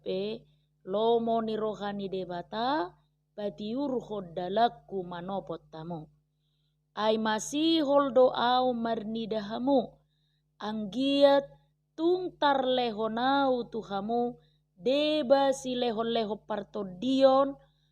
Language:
Batak Toba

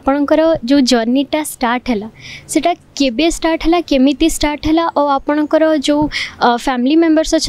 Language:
Odia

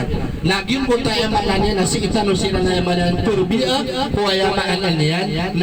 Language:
Maranao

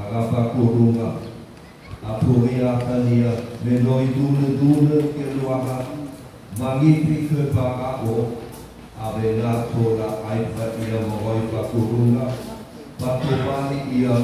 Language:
Nias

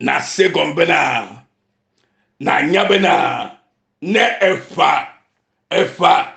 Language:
Ewe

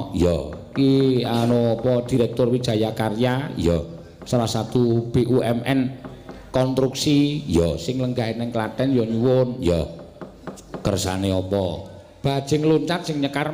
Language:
Javanese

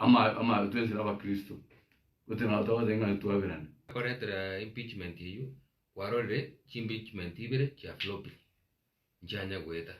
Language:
Gusii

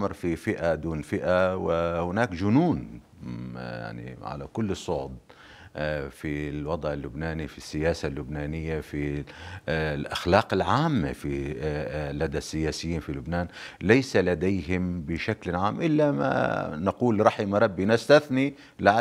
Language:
North Levantine Arabic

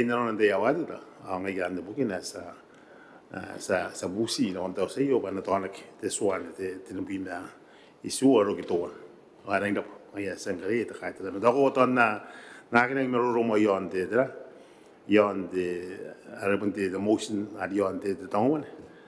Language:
Gilbertese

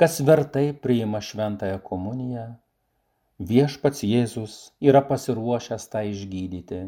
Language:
Lithuanian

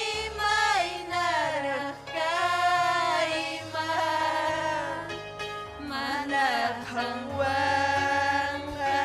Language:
Ayacucho Quechua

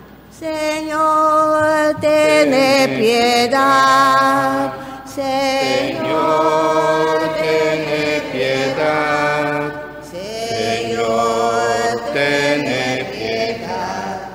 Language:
Papiamento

